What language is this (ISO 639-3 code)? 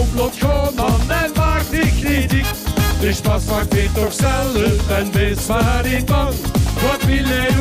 lim